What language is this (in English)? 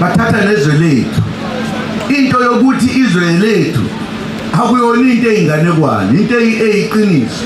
Zulu